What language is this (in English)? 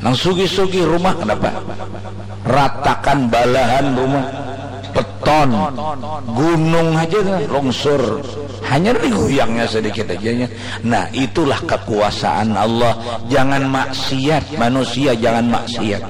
Banjar